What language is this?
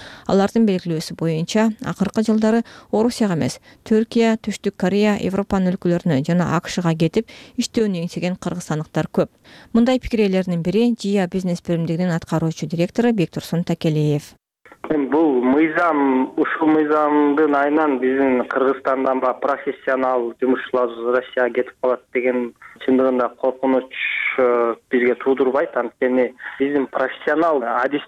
Kyrgyz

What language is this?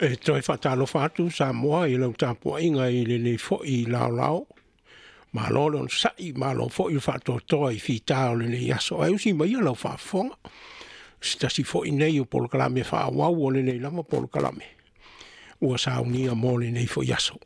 Samoan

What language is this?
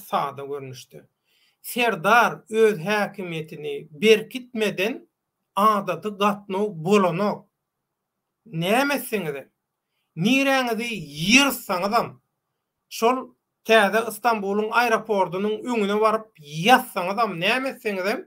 Turkmen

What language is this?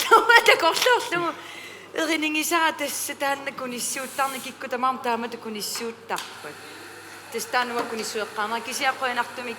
Kalaallisut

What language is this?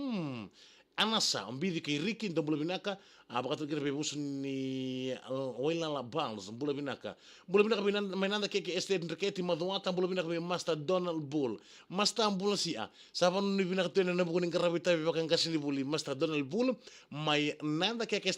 Fijian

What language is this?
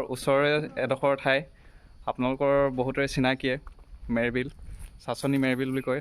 Assamese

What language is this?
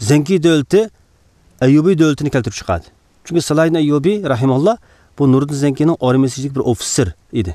Uyghur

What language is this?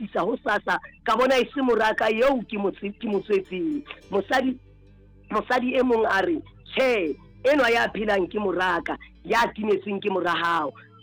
Southern Sotho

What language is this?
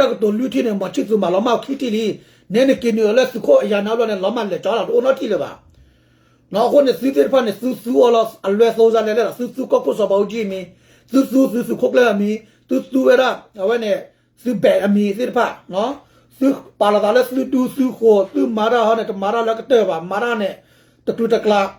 S'gaw Karen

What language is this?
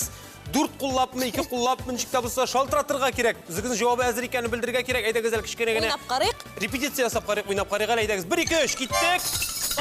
Tatar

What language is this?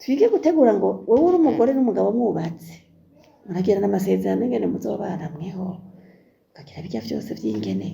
Rundi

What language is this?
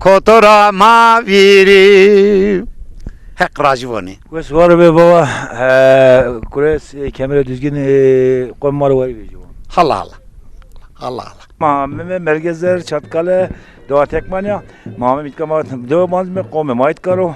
Zaza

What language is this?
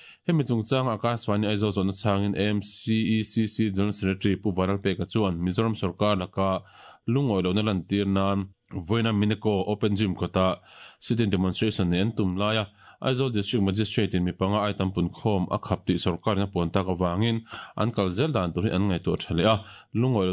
Mizo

